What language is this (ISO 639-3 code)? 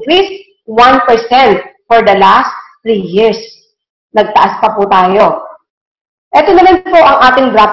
fil